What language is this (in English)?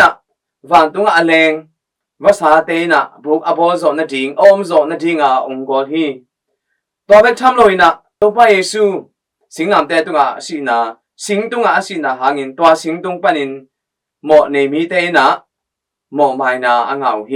Tedim Chin